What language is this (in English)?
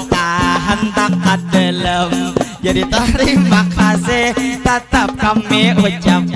Banjar